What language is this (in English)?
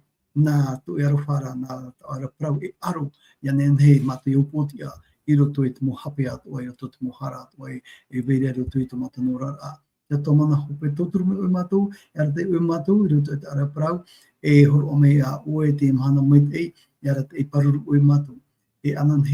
Tahitian